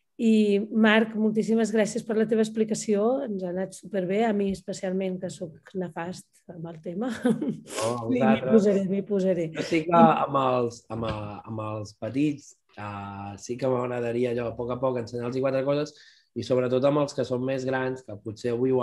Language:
Catalan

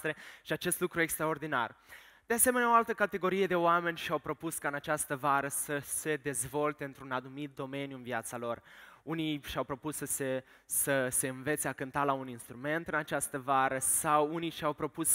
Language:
Romanian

